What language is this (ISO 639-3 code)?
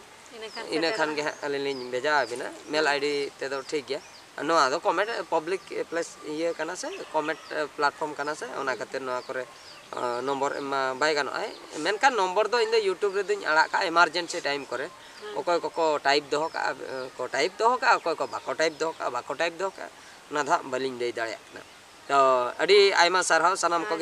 sat